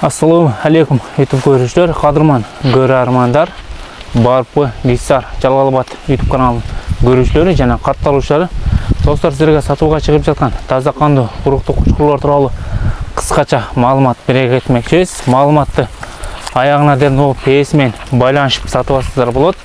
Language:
Kyrgyz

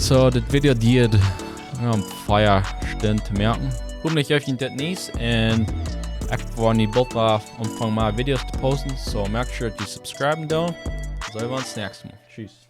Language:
Plautdietsch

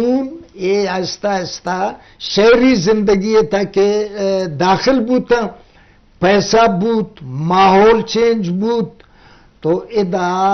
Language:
Eastern Balochi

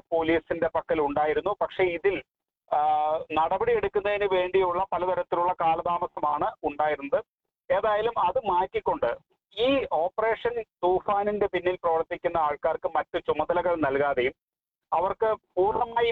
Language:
Malayalam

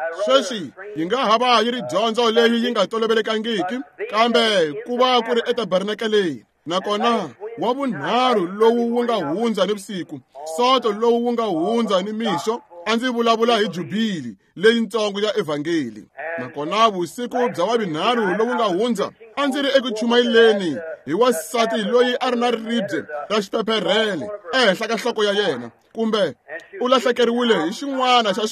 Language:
Tsonga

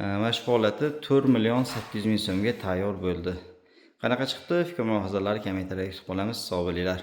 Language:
Uzbek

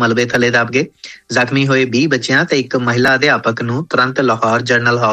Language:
Punjabi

